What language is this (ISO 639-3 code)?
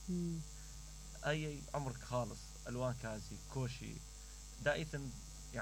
acm